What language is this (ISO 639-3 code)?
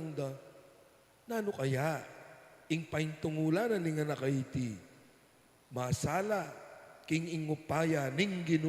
pam